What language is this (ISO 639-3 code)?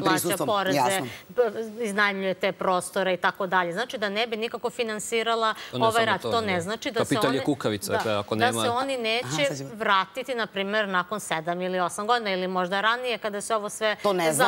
srp